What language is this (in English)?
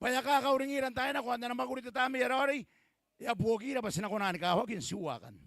Gilbertese